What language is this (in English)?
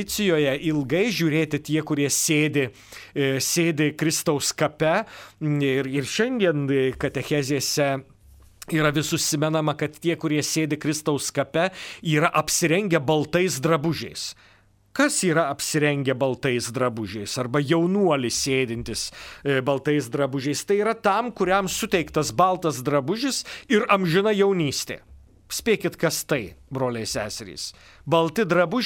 Lithuanian